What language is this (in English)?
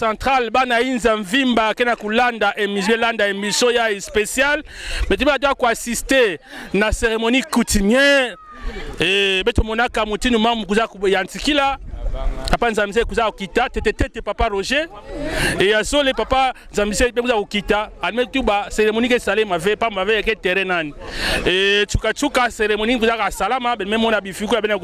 Kituba (Democratic Republic of Congo)